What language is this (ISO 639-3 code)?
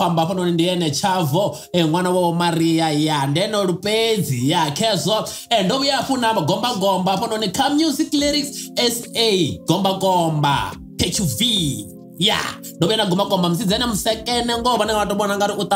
ven